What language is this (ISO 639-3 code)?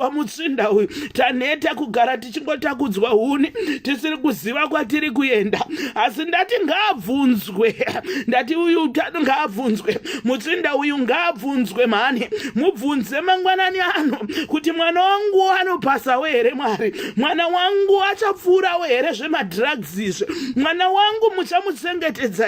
sna